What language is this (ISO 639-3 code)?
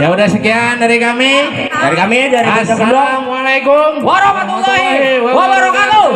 bew